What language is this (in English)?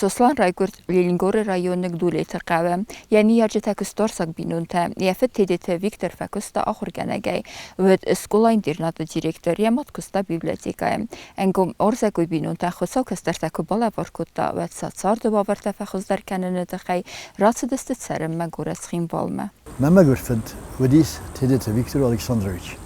Ossetic